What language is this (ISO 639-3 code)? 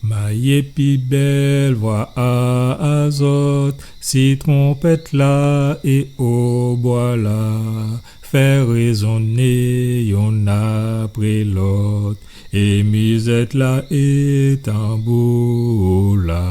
gcf